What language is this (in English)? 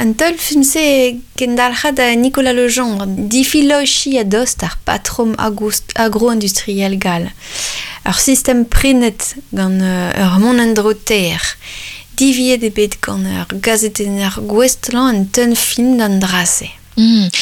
Breton